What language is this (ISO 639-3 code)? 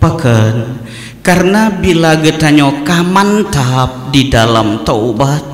ace